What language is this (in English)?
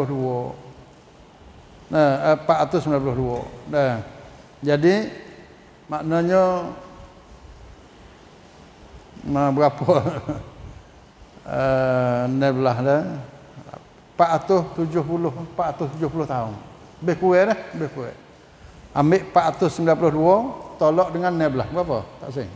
Malay